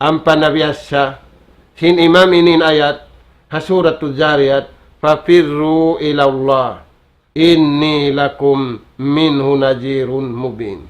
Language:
Tausug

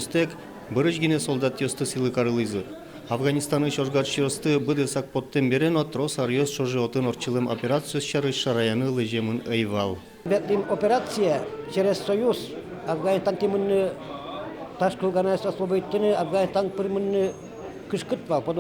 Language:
Udmurt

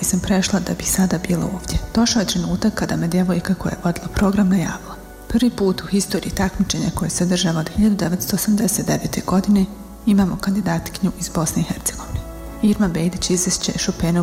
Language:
Bosnian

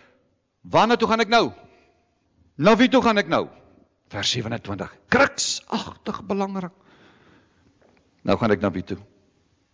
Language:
Afrikaans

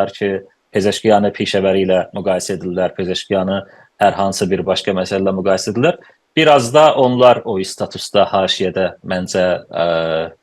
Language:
South Azerbaijani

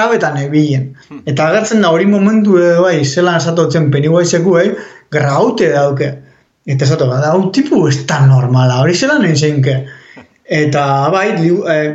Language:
Basque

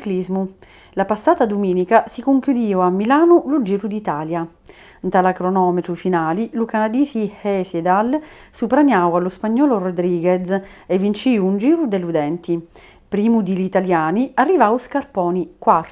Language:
Sicilian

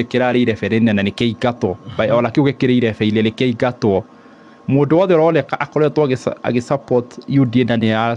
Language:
Kikuyu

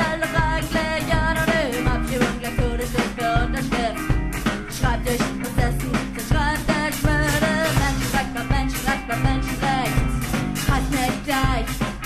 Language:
German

